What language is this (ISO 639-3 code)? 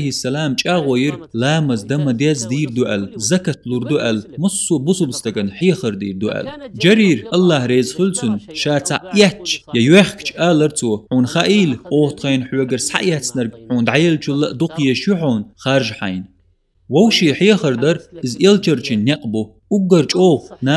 che